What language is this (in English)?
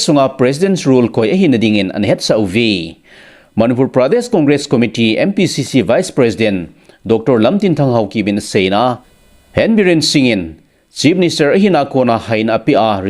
Thado Chin